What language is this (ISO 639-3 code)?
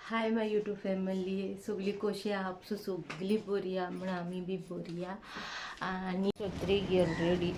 kok